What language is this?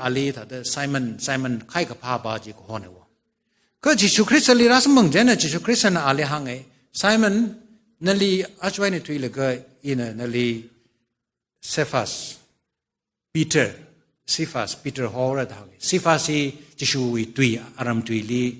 Tangkhul Naga (India)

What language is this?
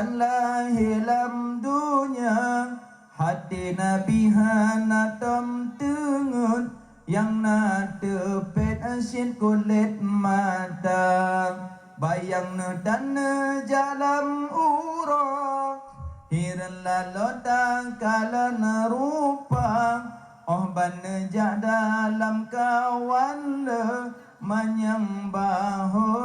Achinese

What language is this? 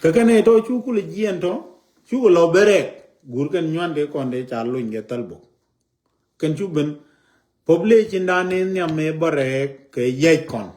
Nuer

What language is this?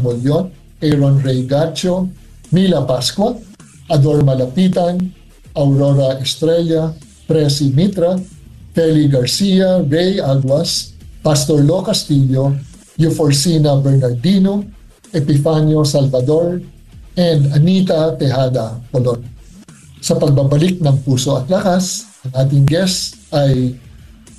Filipino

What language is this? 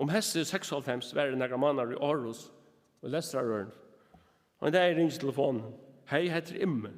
Faroese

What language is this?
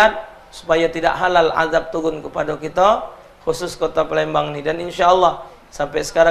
Musi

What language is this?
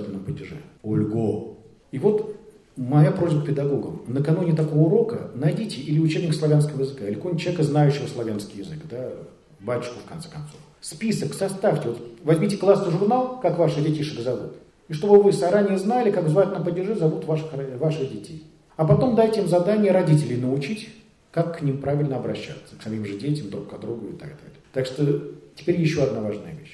Russian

